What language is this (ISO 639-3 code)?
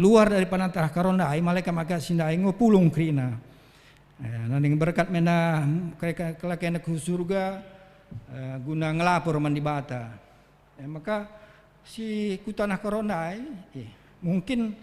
btx